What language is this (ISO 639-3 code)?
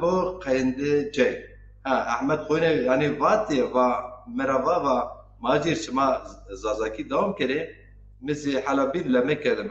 zza